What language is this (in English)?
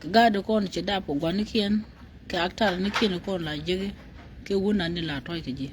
Nuer